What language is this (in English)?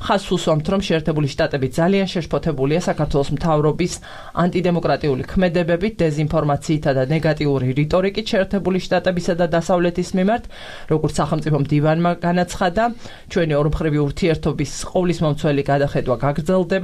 Georgian